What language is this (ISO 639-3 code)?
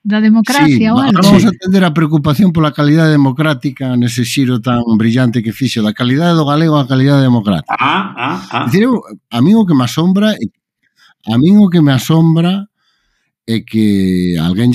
glg